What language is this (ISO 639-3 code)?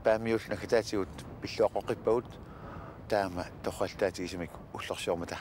kal